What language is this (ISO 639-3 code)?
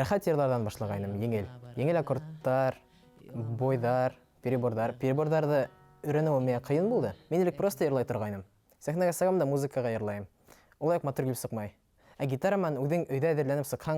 bak